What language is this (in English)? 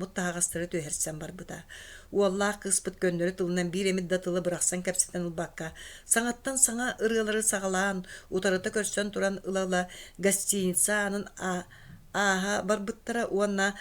Yakut